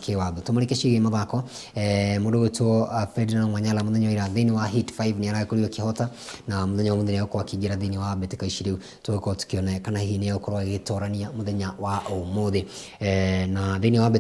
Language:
Kikuyu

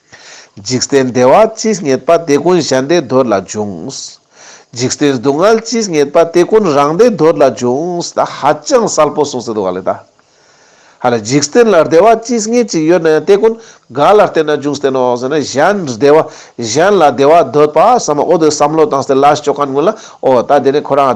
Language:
Ladakhi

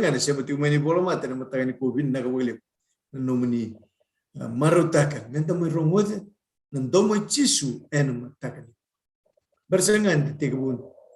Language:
Fijian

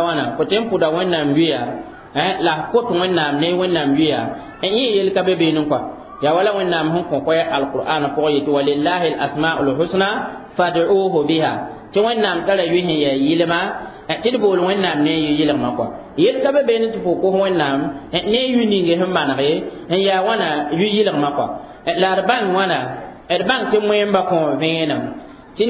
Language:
Mossi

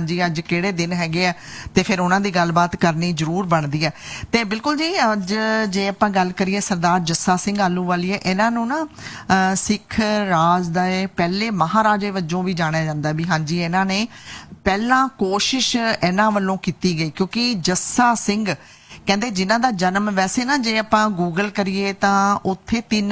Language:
Punjabi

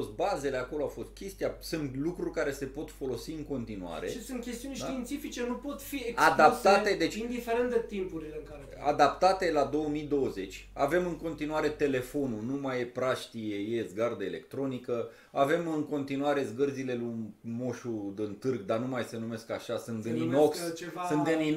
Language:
Romanian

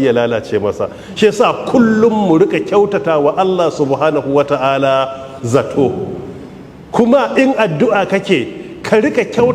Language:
Hausa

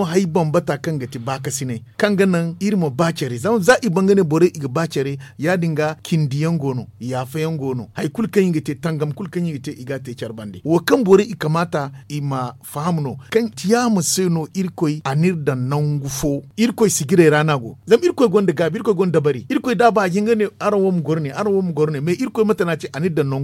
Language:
Zarma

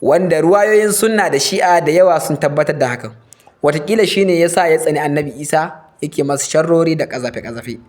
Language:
Hausa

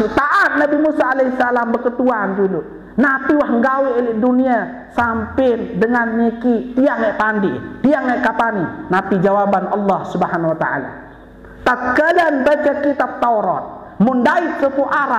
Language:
Sasak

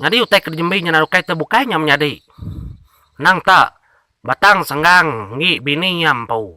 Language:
Iban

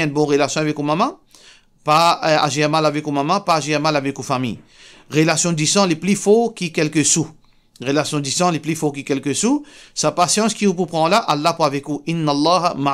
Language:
Morisyen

